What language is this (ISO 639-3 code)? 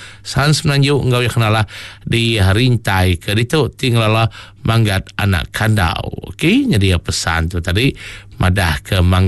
iba